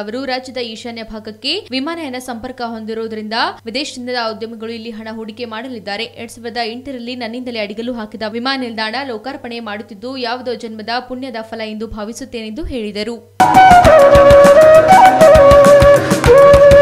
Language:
Kannada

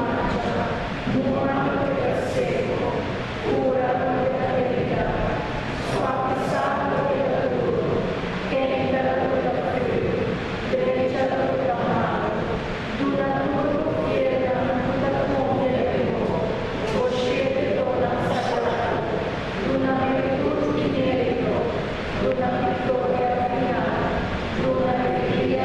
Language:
Papiamento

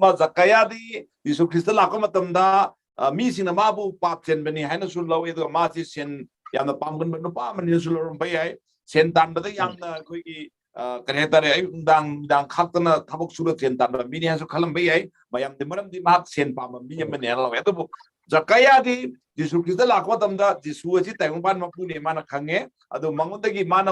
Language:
Manipuri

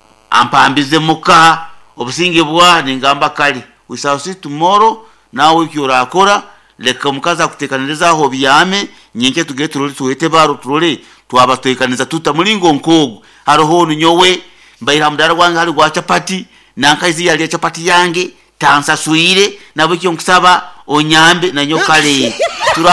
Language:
Nyankole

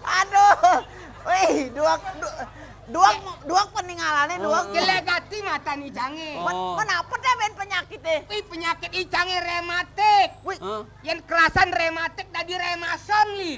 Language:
Balinese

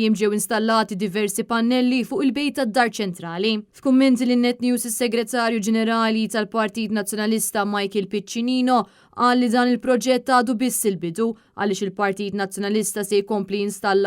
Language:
Maltese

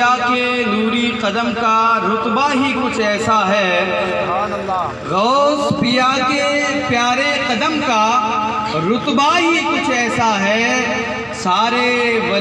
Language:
Urdu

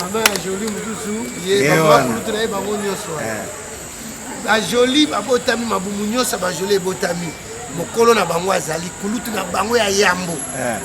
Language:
Lingala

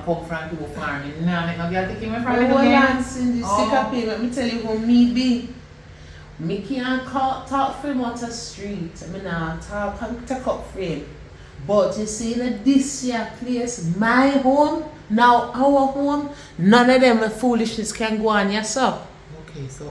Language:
Jamaican Creole English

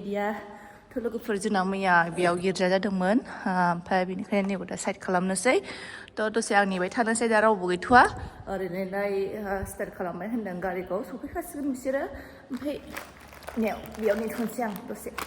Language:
Bodo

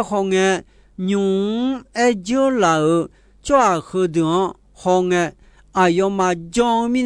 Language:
Akha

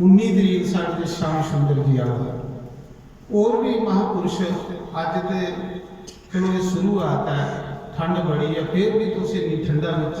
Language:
Dogri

